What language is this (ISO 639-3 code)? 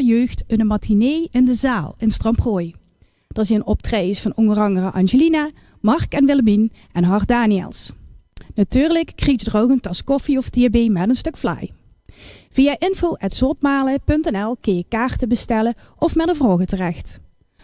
lim